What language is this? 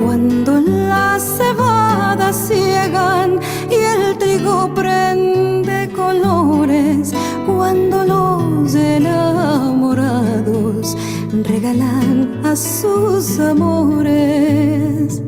Ladino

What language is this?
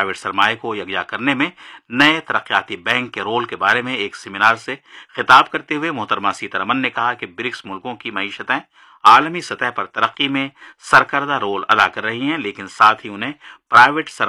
Urdu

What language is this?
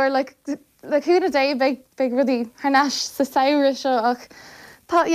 Irish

